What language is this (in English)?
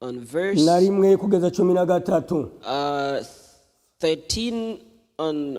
Rundi